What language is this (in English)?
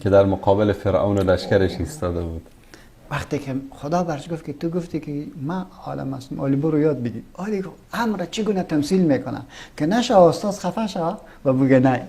Persian